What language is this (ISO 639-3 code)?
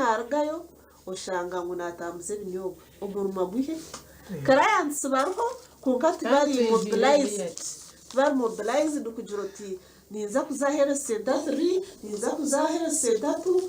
nyn